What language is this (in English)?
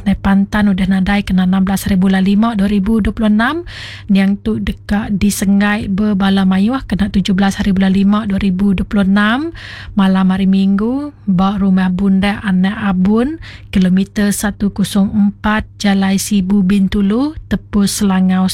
Iban